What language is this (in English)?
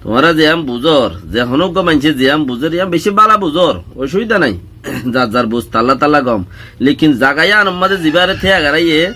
Rohingya